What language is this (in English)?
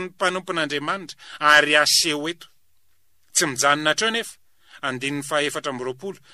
Malagasy